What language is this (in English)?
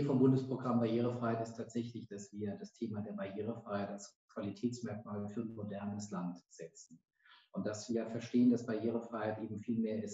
German